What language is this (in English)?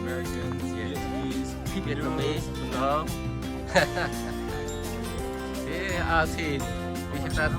Central Mnong